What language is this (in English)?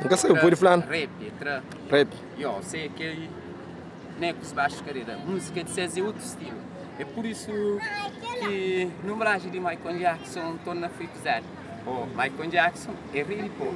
Kabuverdianu